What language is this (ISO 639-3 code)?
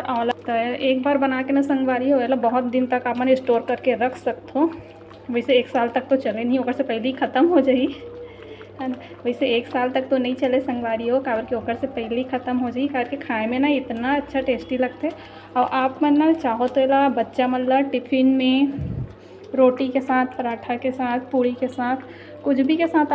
hne